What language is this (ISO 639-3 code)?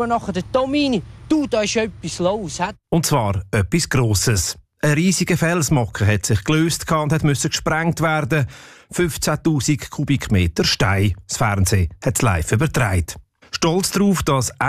deu